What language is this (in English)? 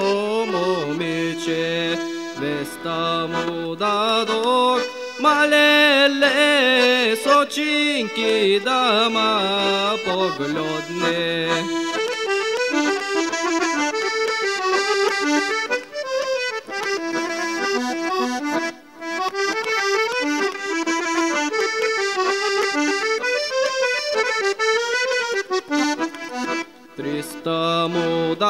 Bulgarian